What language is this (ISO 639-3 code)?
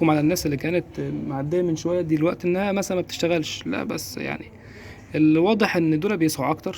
arz